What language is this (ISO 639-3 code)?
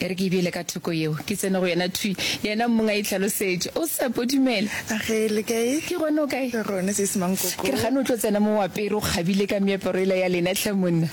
nso